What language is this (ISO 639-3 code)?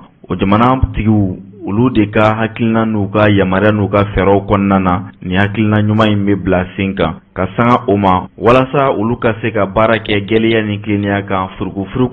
bam